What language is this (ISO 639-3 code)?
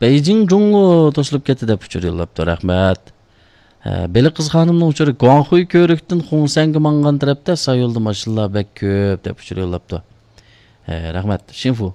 uig